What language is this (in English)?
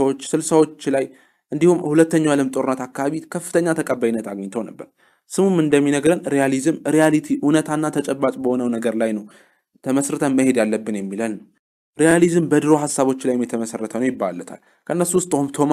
Amharic